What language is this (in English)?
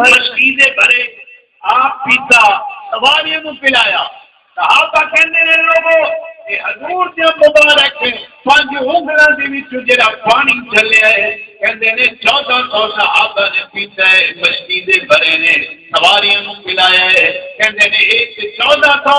Saraiki